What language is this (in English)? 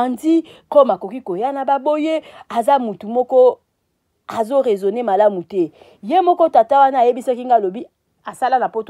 Lingala